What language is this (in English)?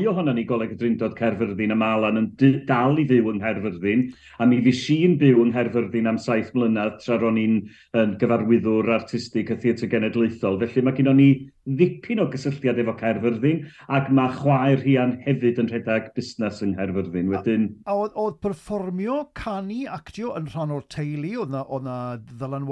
Welsh